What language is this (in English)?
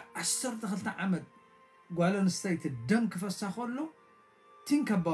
Tigrinya